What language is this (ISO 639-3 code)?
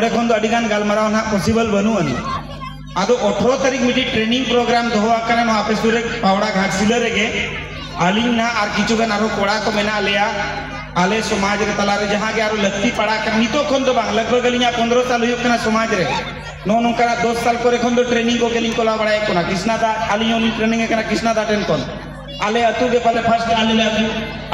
sat